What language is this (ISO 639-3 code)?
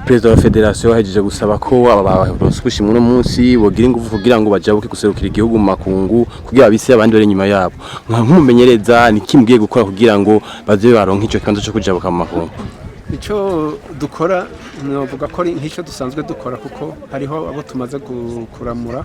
run